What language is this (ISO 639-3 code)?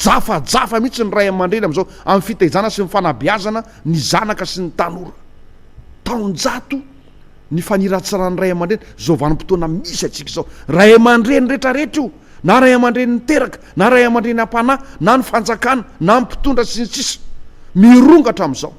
mlg